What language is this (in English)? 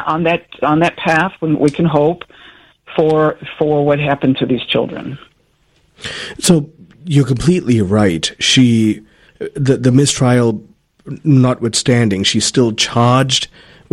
English